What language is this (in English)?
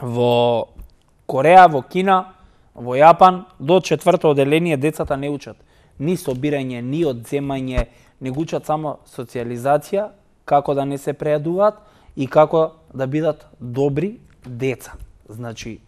Macedonian